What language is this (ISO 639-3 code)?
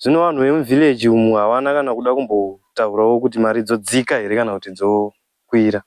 sna